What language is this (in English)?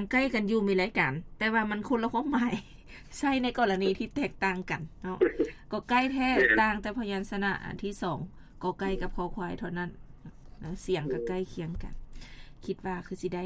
Lao